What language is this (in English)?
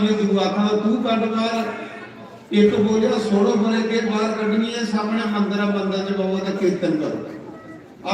Dogri